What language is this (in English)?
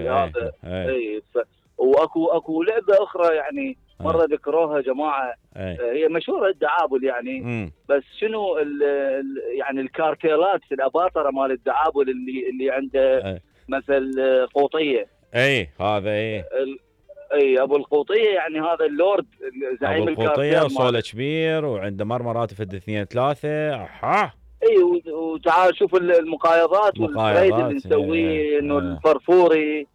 Mesopotamian Arabic